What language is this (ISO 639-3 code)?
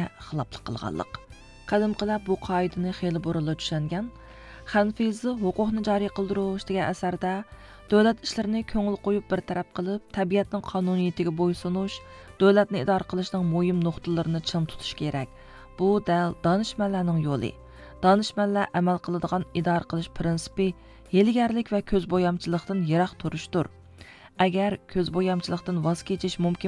uig